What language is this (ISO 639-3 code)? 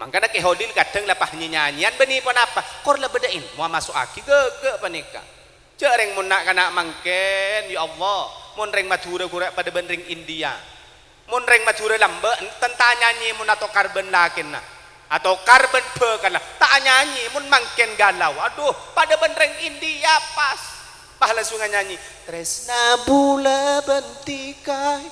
mad